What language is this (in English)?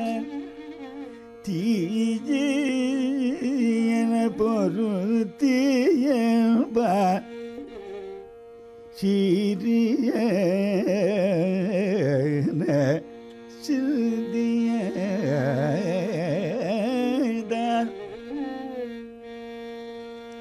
Tamil